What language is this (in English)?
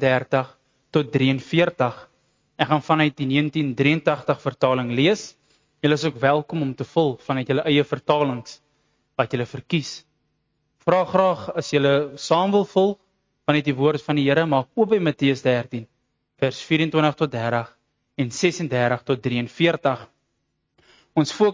Afrikaans